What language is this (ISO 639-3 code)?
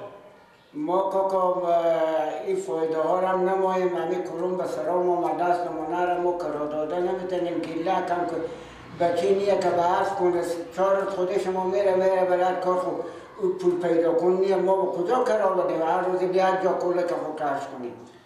fas